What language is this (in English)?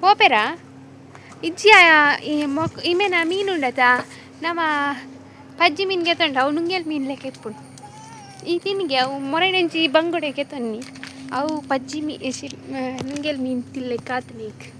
Tulu